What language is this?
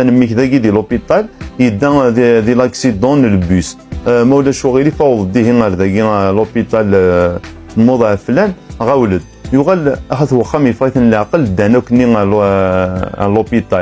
Kabyle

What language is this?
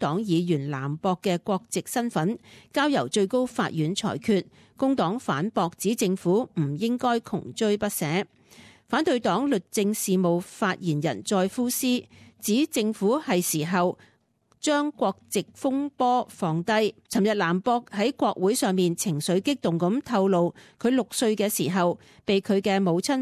Cantonese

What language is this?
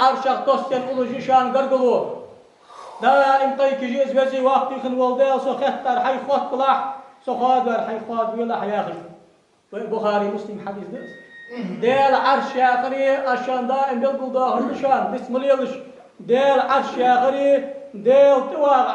Ingush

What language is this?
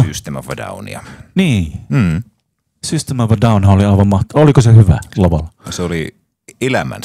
Finnish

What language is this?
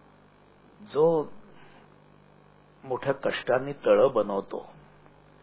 Marathi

